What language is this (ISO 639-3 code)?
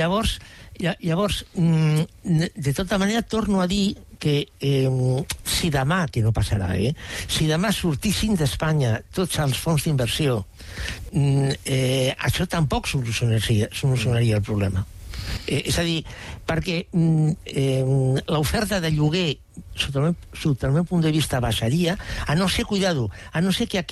cat